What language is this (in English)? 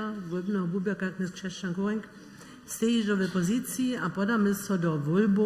Upper Sorbian